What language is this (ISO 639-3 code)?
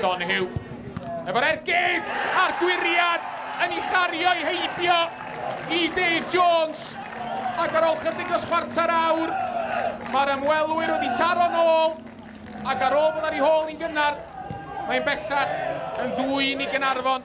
cym